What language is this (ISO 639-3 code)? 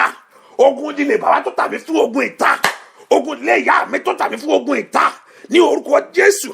yor